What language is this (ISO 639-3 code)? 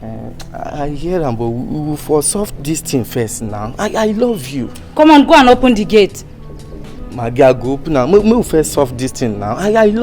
pcm